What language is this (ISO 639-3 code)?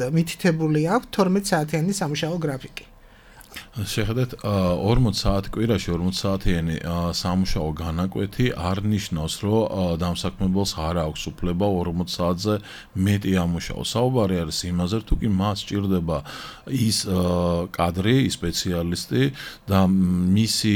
kat